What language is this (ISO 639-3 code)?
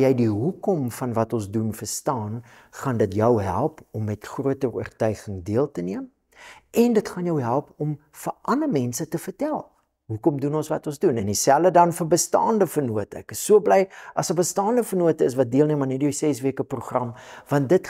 afr